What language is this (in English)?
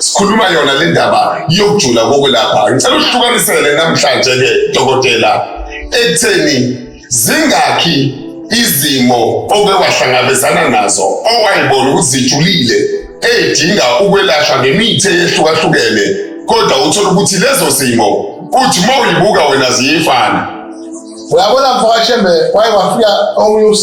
Zulu